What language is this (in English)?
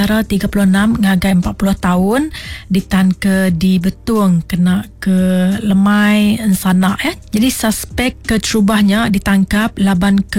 Iban